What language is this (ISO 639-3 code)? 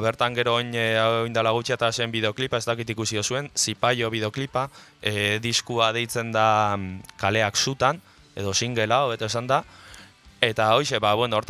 eus